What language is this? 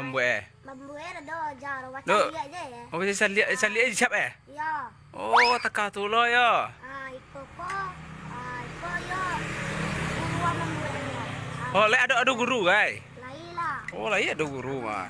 Minangkabau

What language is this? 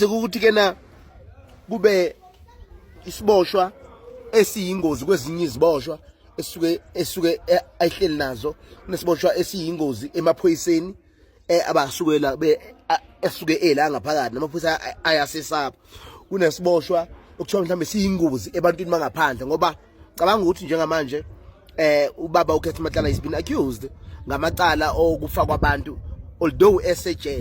Zulu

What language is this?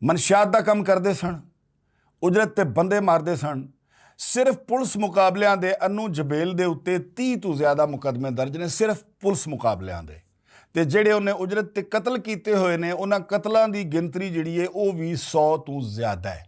Western Panjabi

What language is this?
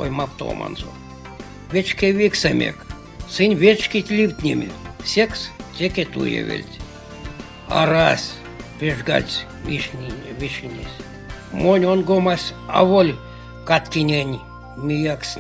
Erzya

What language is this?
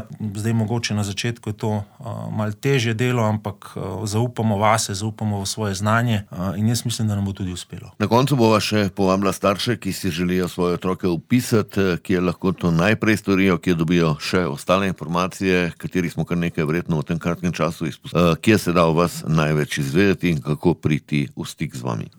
Slovenian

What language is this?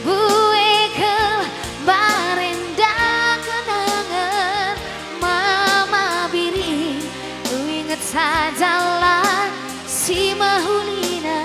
Batak Karo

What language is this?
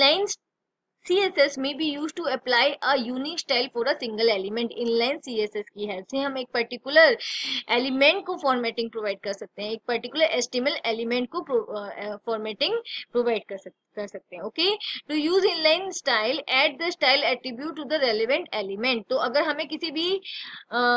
Hindi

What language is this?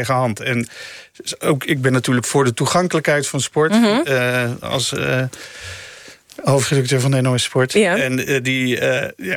Dutch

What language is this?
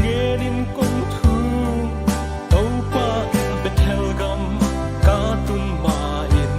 Paite Chin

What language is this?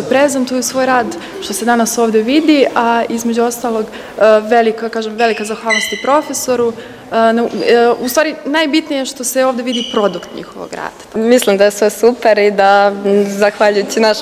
Serbian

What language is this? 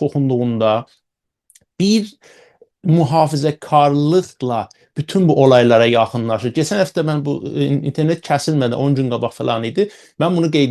South Azerbaijani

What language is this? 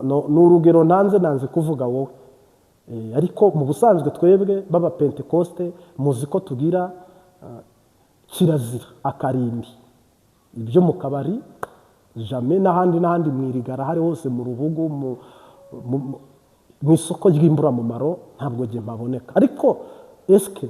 Kinyarwanda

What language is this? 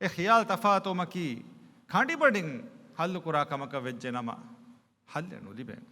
Divehi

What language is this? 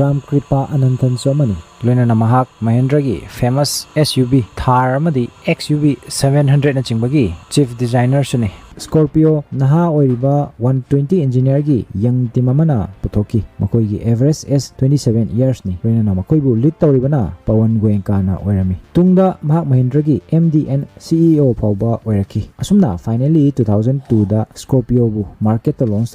Manipuri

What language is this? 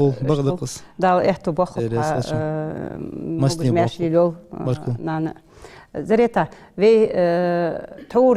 Ingush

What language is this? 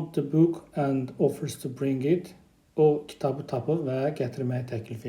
Azerbaijani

